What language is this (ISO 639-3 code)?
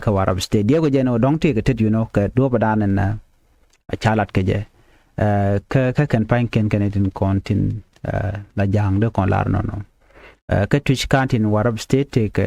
nus